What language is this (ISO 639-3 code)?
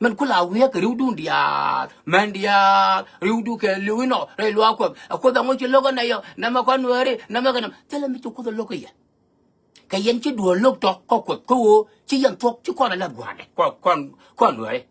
nus